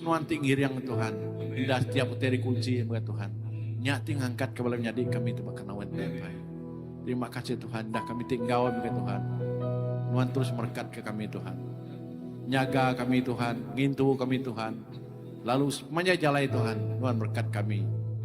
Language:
Iban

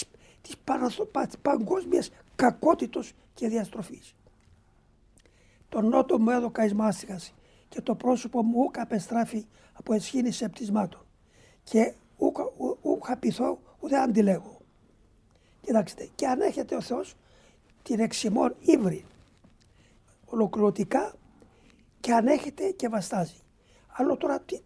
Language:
Greek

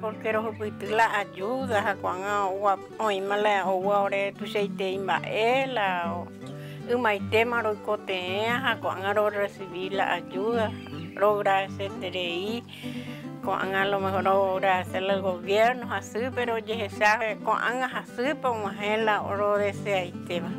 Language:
Guarani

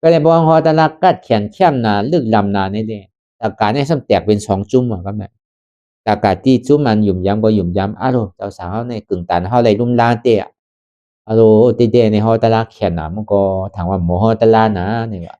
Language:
Shan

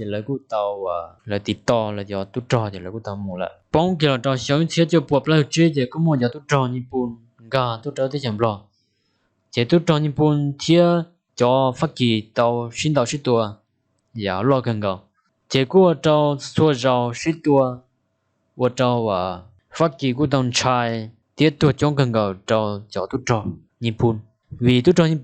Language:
Hmong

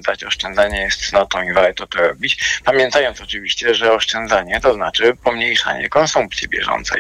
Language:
Polish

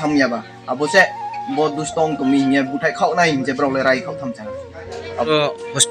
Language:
Riang (India)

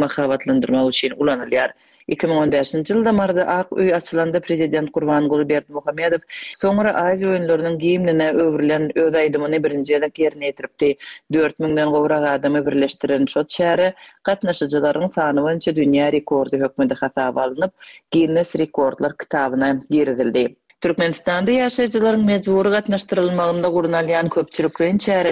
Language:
Turkmen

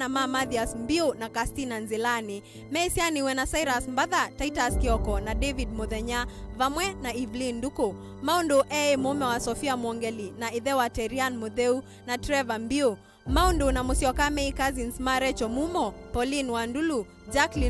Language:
Kamba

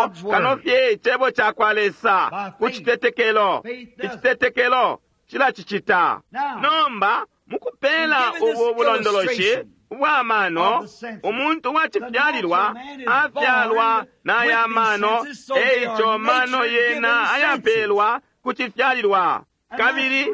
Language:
Bemba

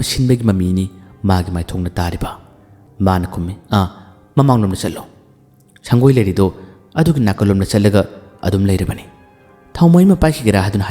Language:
Manipuri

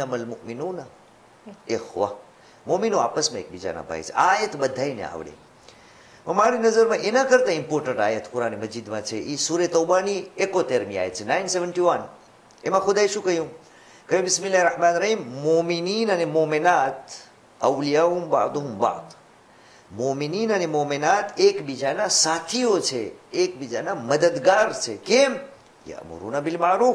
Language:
Gujarati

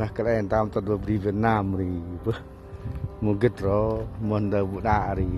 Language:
Central Mnong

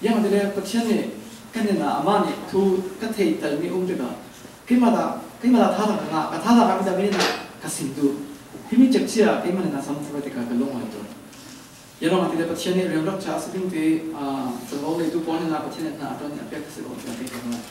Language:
Falam Chin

